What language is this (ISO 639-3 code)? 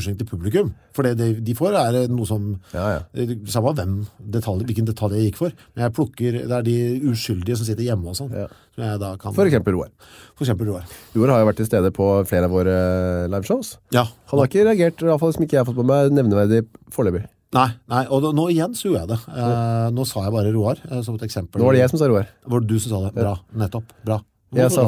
nor